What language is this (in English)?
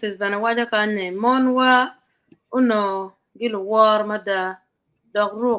Acoli